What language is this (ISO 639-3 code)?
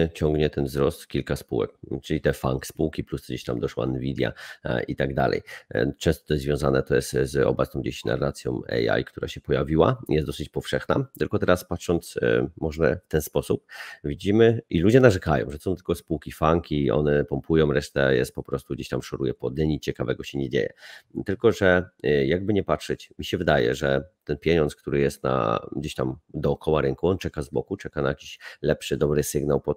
pol